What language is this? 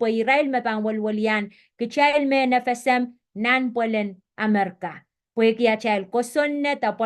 Pohnpeian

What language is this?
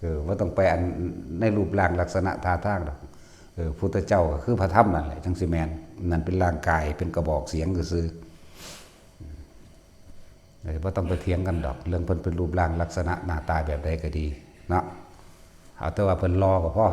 Northeastern Thai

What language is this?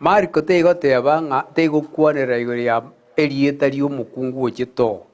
Gusii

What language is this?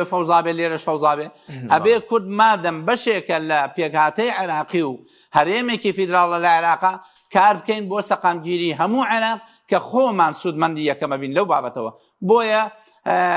Central Kurdish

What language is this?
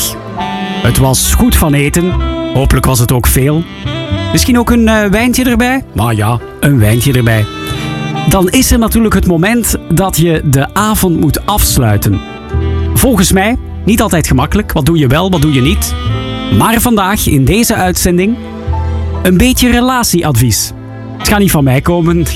Dutch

